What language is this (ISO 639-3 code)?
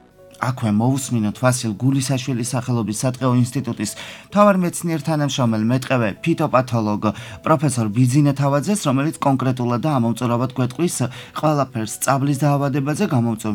kat